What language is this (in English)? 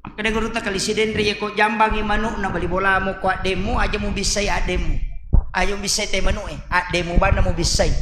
Buginese